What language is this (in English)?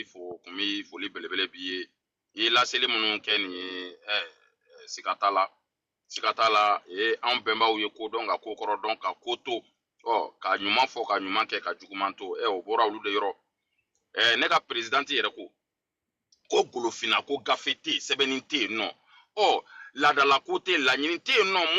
Bambara